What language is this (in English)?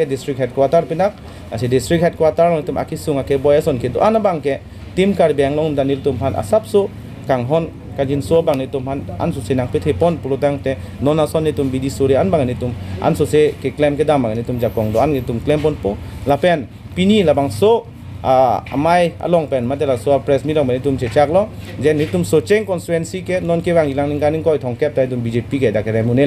Karbi